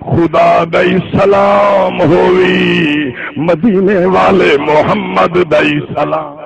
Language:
Saraiki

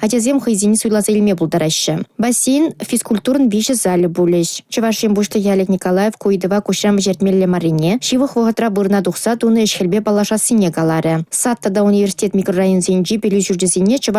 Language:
Chuvash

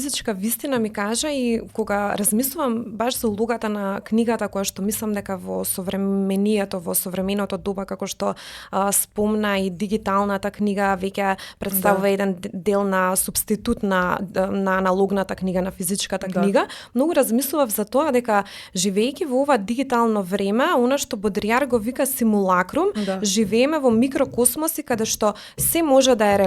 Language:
Macedonian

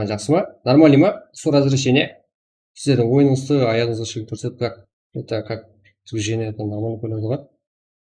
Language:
Kara-Kalpak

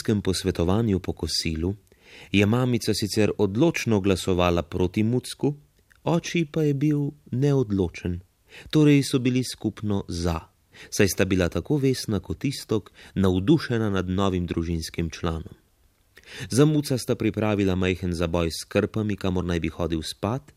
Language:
Slovenian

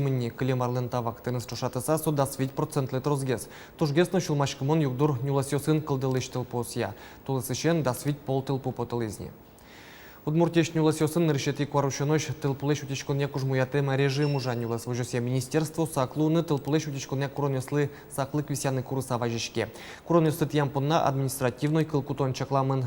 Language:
Udmurt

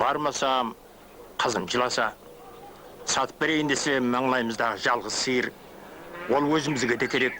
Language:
Kara-Kalpak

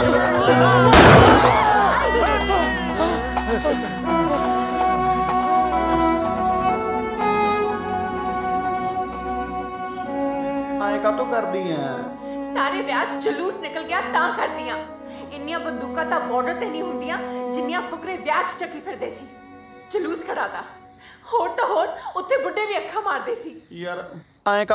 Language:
Punjabi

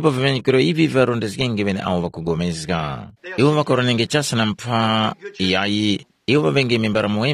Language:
Tumbuka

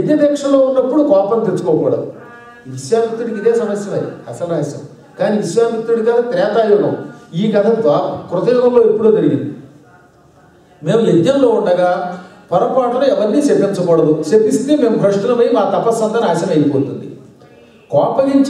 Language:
Telugu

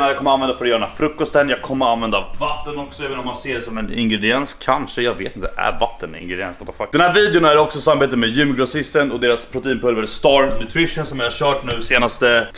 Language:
Swedish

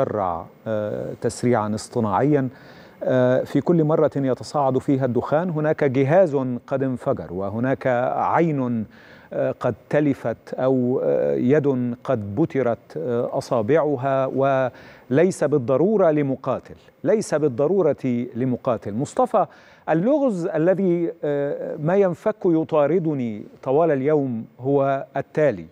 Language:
Arabic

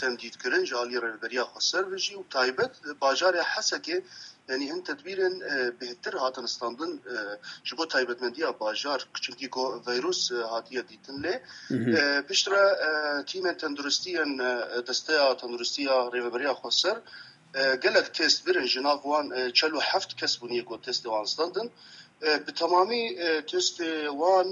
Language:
Kurdish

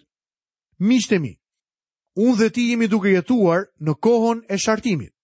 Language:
Albanian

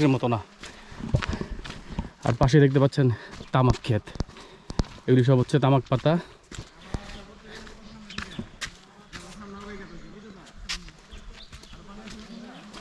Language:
Bangla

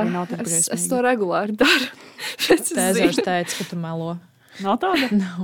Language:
Latvian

